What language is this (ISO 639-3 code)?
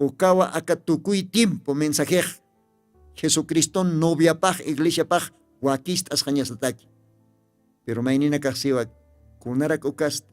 aym